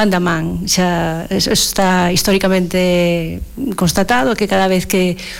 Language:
Galician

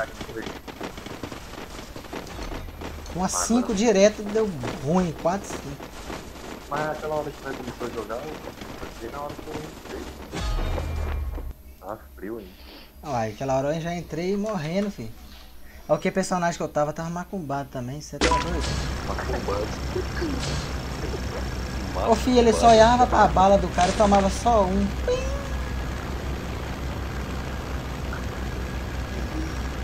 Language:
Portuguese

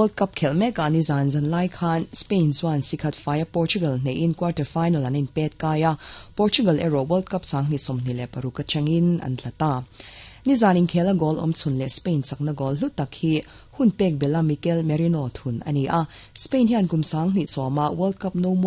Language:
Mizo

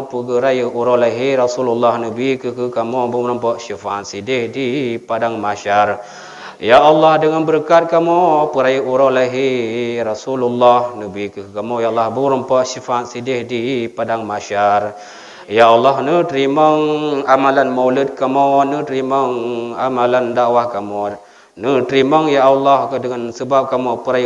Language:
Achinese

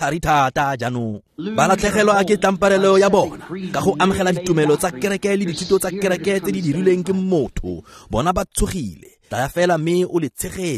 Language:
Tswana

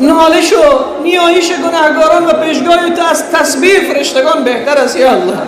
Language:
Persian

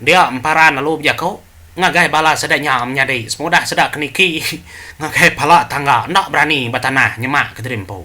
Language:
Iban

